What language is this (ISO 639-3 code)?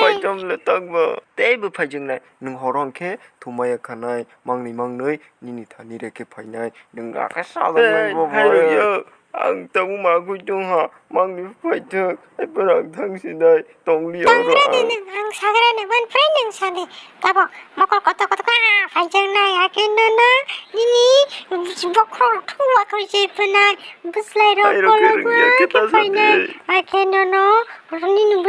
trp